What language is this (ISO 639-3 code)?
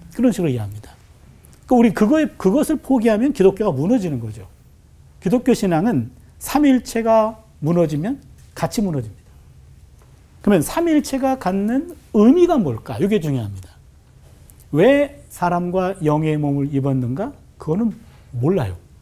kor